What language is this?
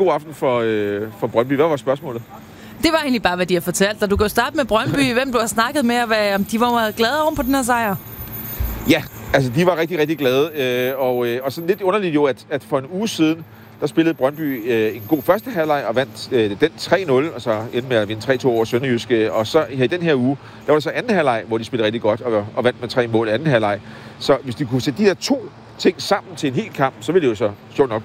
Danish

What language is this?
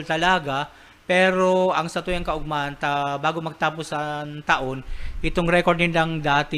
Bikol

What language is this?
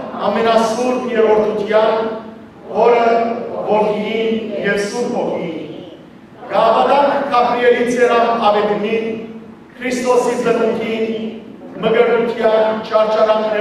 Western Armenian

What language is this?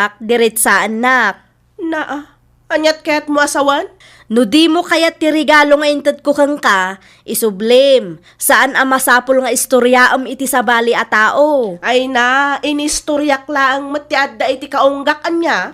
Iloko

